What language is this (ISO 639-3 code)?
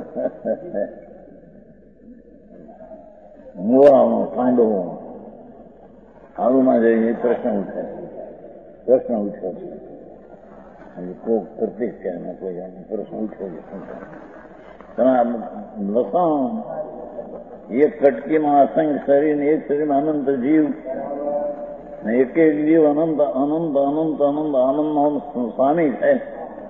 guj